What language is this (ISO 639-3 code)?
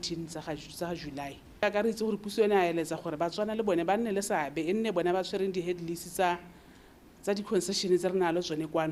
tsn